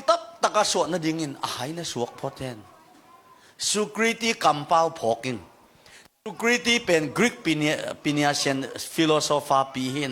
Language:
Tedim Chin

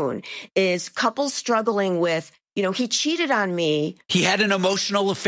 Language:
English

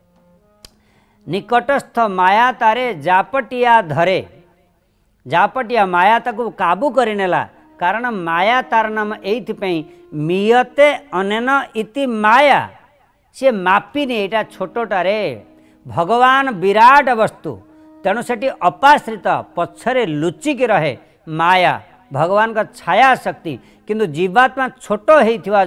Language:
Odia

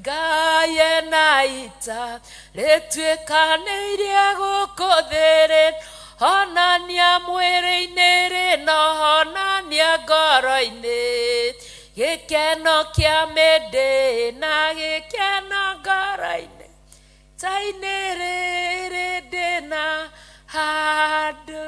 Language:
Kikuyu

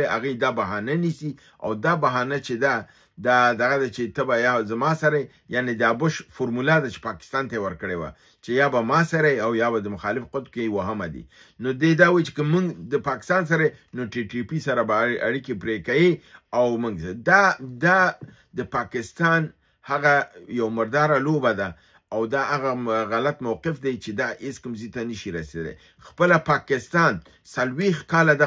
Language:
Pashto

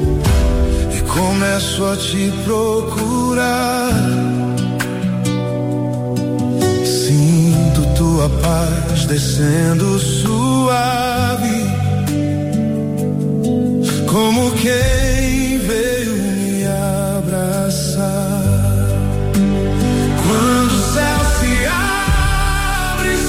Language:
Portuguese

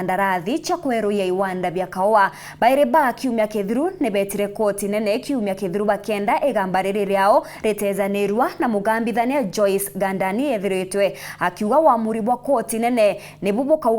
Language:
Meru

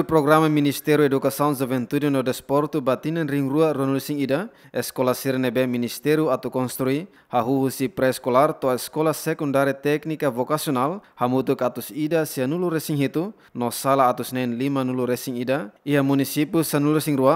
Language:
Tetum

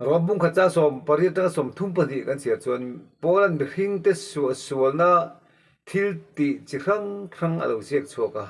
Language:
Mizo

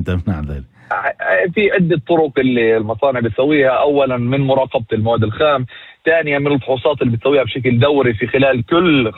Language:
North Levantine Arabic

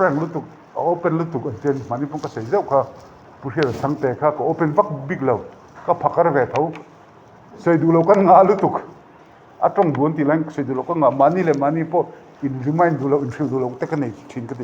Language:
Mizo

